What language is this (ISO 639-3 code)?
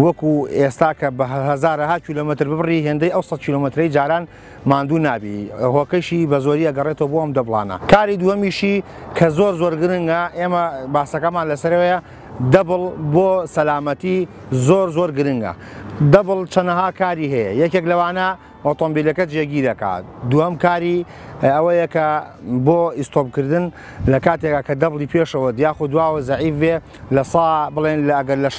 ckb